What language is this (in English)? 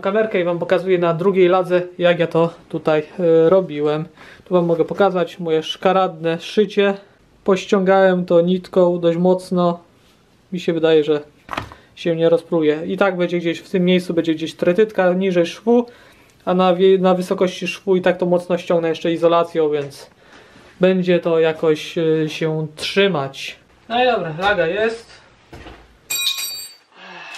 Polish